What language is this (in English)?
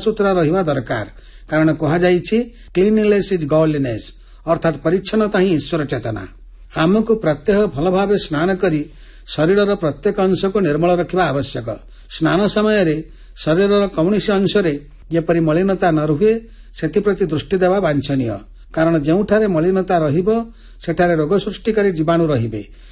Odia